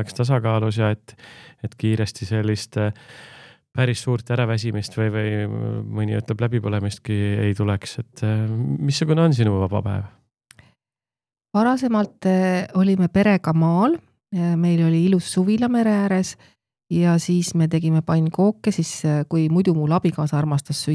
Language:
Estonian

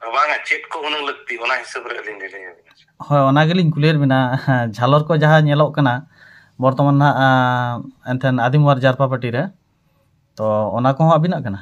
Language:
Santali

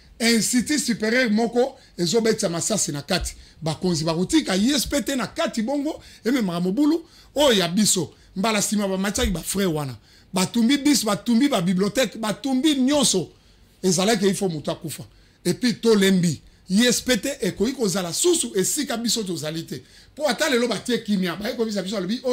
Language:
Lingala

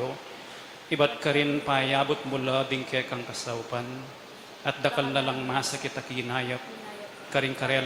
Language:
Pampanga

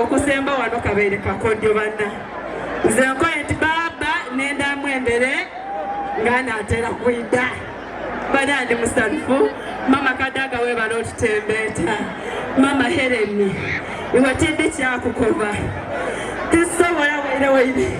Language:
Soga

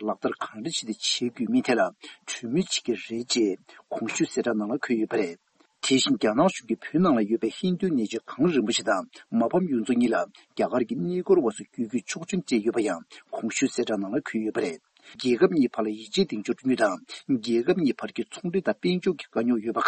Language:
Tibetan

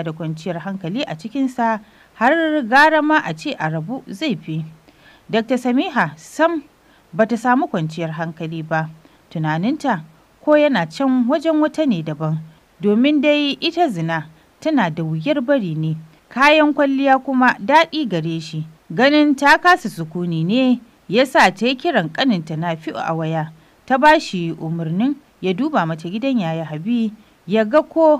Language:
Hausa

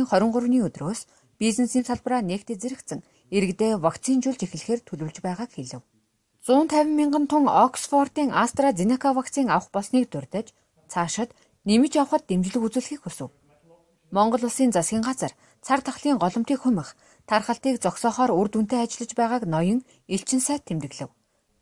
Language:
Mongolian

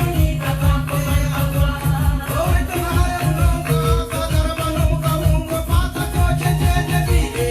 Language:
Nyankole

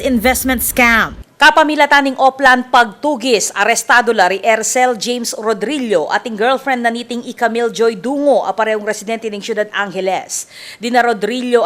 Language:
Pampanga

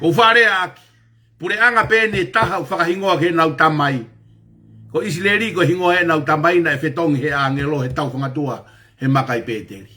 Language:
Tongan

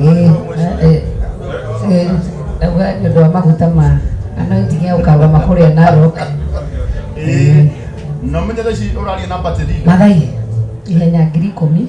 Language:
Kikuyu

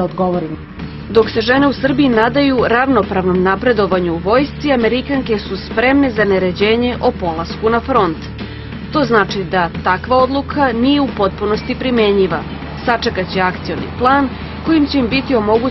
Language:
Serbian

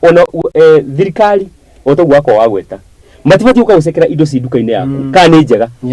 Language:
Kikuyu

